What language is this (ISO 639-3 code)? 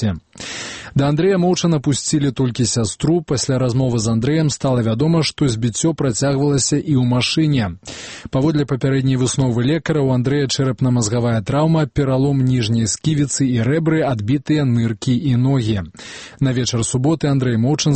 bel